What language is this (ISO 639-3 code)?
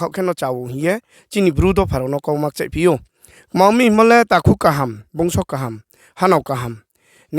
ria